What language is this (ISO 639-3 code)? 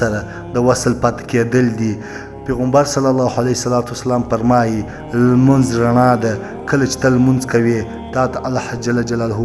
pus